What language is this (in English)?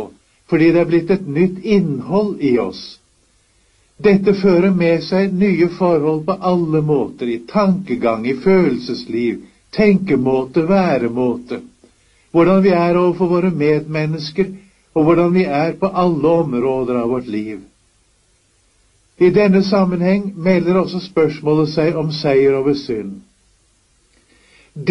Norwegian